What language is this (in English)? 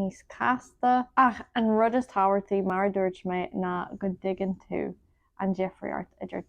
Irish